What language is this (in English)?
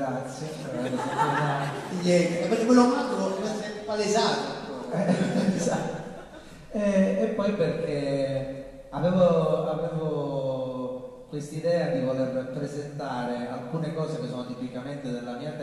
Italian